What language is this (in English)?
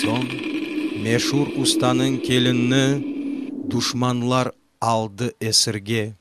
Crimean Tatar